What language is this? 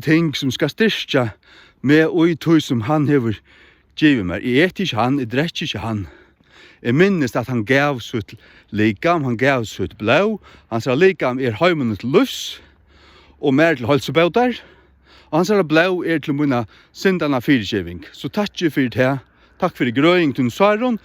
Faroese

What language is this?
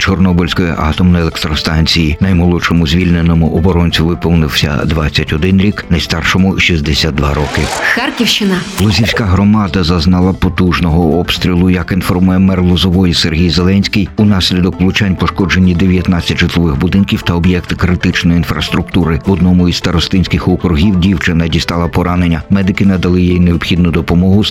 Ukrainian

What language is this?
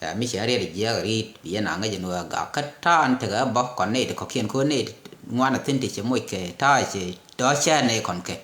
Nuer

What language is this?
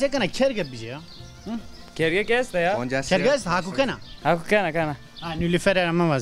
Zaza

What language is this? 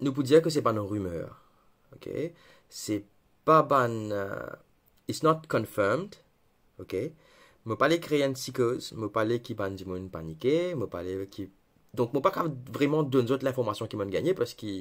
Morisyen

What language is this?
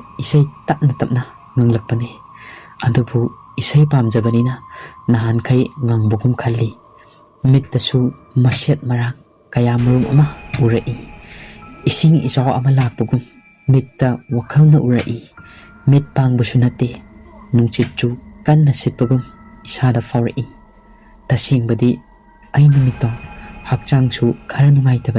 Manipuri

